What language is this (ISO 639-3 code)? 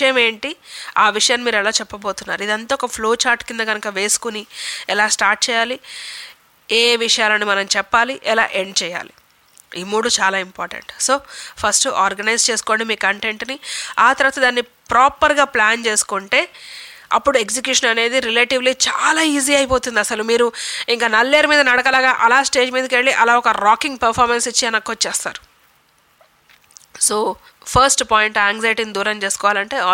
tel